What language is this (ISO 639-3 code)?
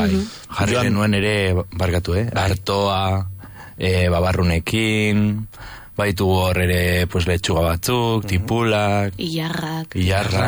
eus